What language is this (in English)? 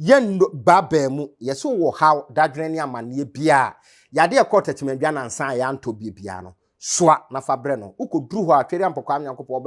Akan